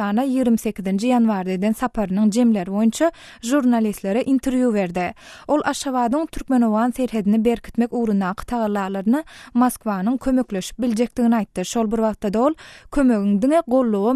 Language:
Turkmen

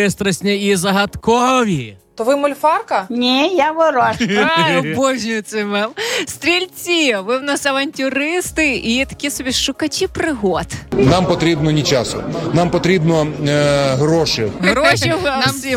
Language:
Ukrainian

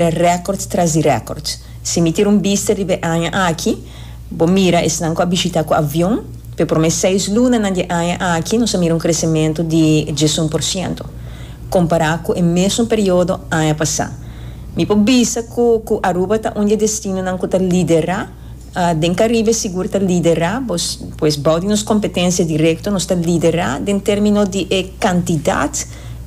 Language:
Papiamento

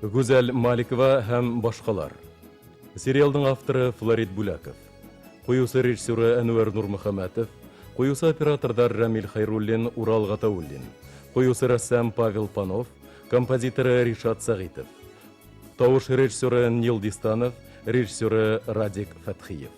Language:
Bashkir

